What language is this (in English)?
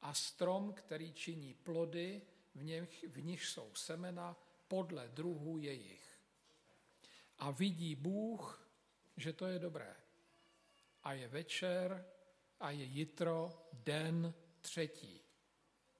Czech